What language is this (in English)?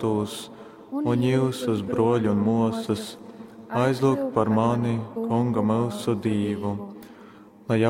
Latgalian